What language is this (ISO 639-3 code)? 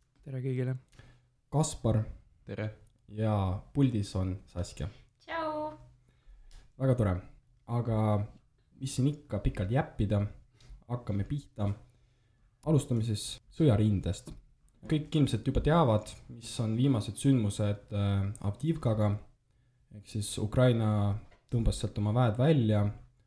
est